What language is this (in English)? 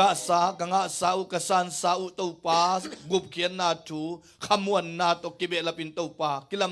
Tedim Chin